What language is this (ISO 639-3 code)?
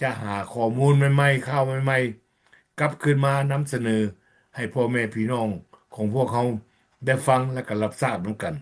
lao